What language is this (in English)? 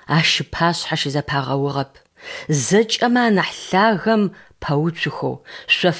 Adyghe